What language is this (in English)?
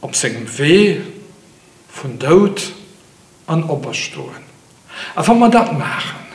Luxembourgish